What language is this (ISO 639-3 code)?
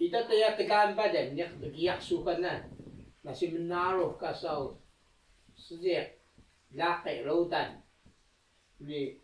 trv